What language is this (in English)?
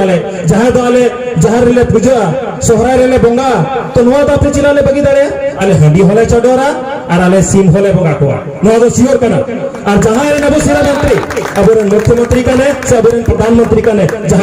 Santali